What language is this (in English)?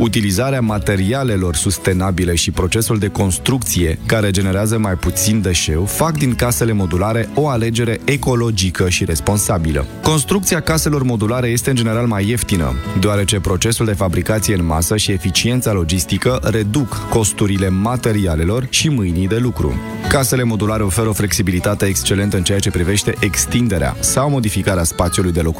Romanian